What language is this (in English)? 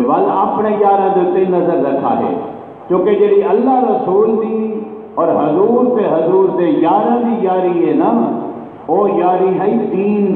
Saraiki